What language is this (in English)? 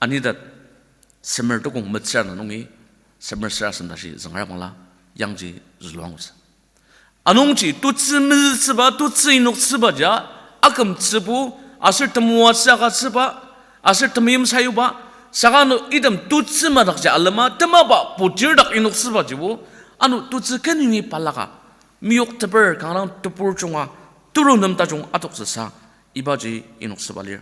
Ao Naga